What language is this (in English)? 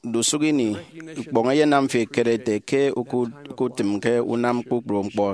Efik